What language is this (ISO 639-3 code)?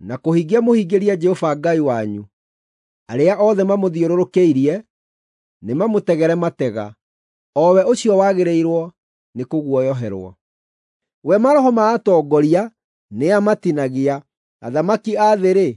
kik